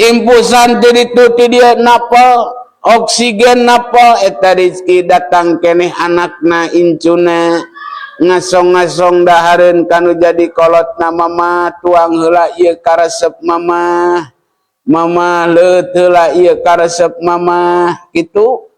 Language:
Sundanese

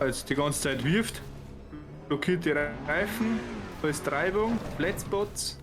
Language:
Bavarian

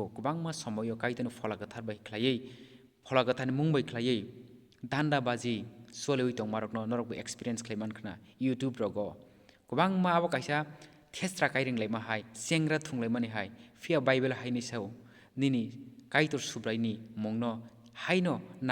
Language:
Kok Borok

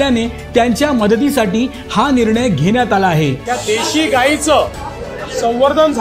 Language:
Marathi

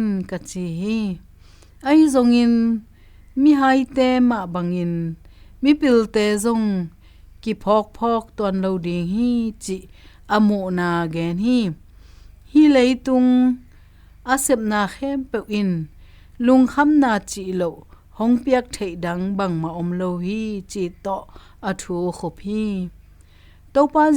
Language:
Tedim Chin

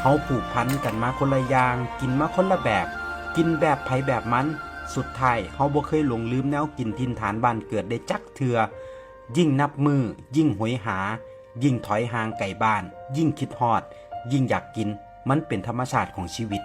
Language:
Northeastern Thai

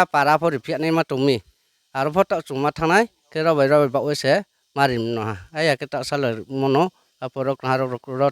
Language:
Riang (India)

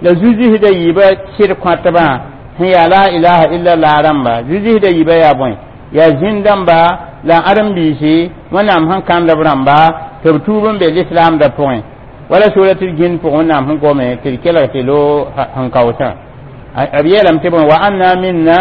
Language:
Mossi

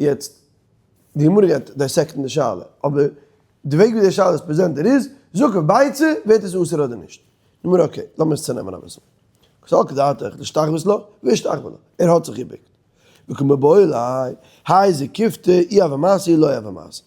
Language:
Yiddish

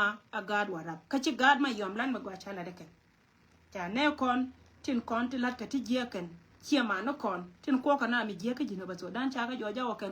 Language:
Nuer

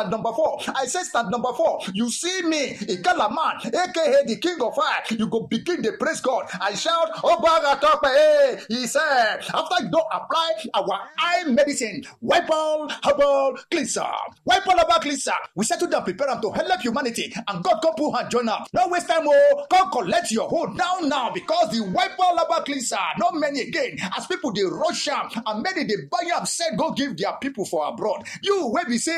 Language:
Nigerian Pidgin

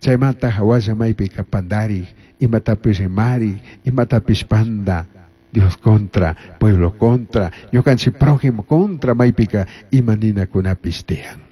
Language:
Chimborazo Highland Quichua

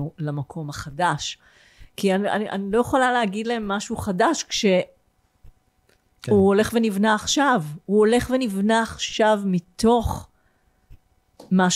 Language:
Hebrew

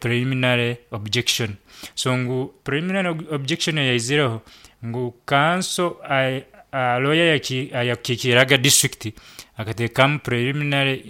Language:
Nyankole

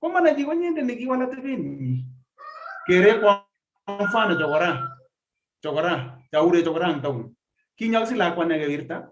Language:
Kalenjin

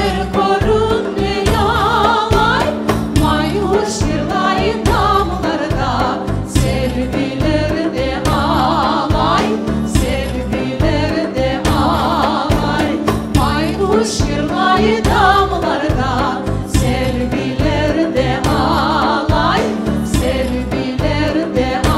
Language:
Crimean Tatar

